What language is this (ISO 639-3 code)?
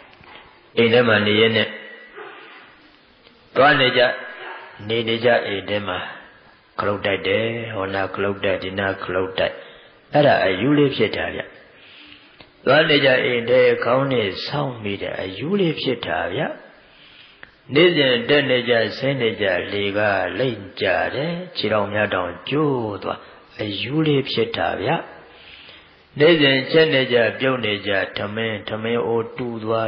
mya